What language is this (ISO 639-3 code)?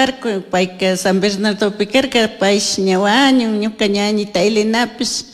qug